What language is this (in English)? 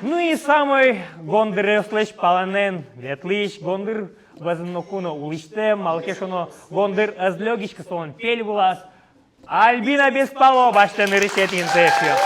Udmurt